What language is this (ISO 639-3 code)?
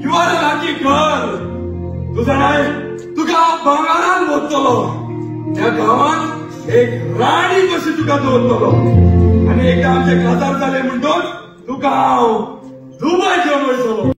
kok